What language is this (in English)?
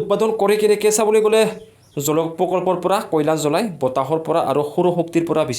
Assamese